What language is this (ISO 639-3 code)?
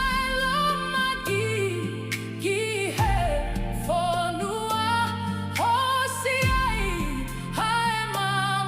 ton